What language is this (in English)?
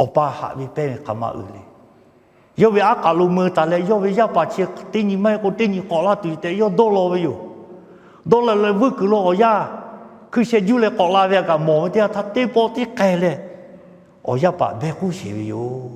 Lahu